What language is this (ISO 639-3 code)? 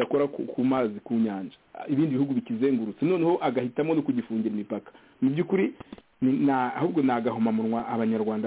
kin